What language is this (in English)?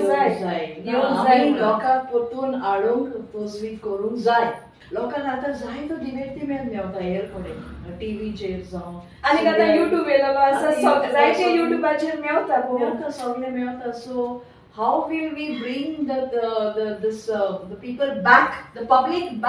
Konkani